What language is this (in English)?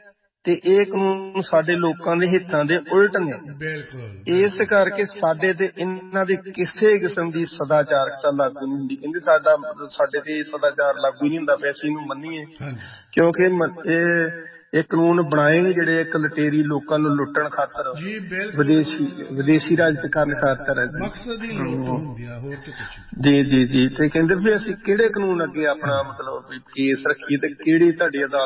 Punjabi